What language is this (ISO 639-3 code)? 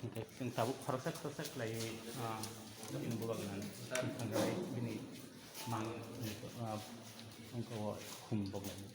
trp